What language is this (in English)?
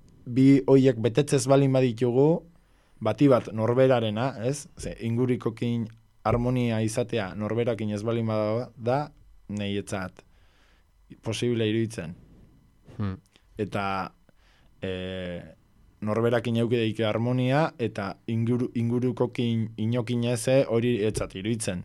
Basque